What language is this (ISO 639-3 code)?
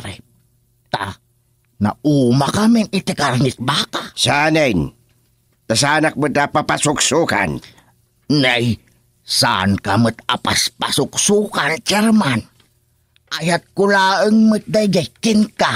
ilo